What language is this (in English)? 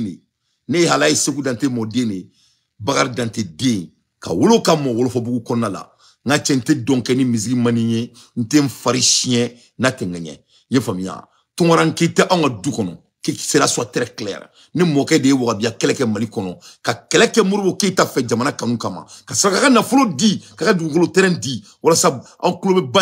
Bambara